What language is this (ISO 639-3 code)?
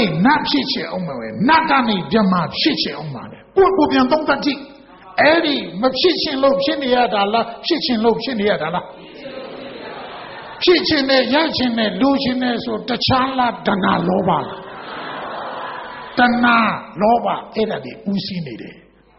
mya